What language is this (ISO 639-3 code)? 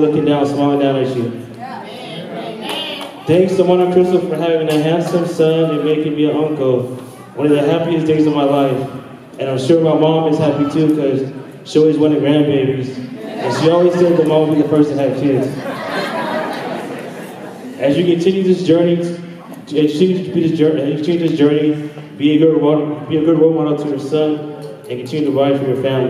eng